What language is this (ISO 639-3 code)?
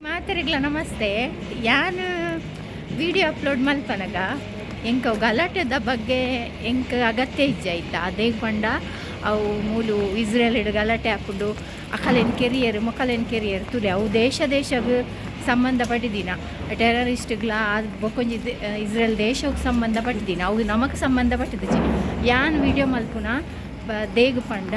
tcy